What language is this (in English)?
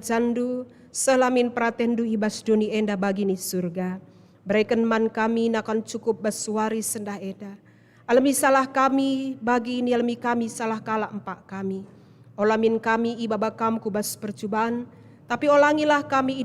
Batak Karo